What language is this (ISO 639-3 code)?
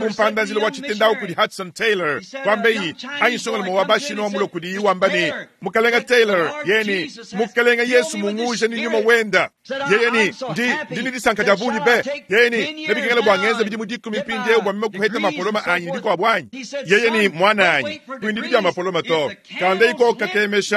lua